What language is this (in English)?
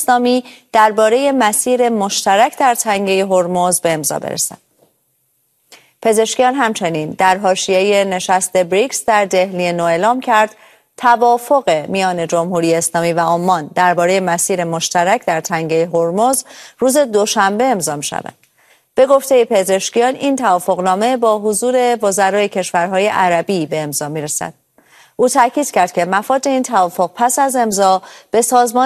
Persian